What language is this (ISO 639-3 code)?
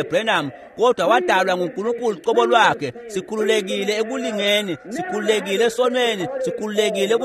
ssw